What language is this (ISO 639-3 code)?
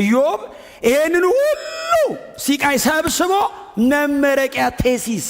amh